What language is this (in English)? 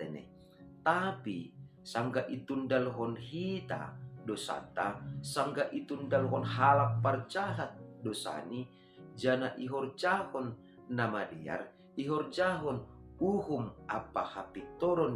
Batak Simalungun